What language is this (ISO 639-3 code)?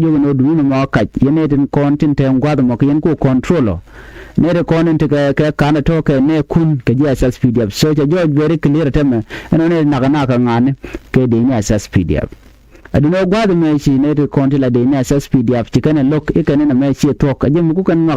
nus